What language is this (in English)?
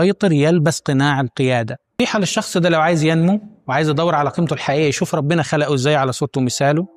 Egyptian Arabic